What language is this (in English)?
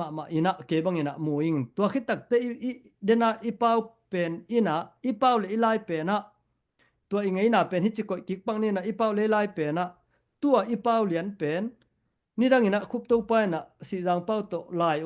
Tedim Chin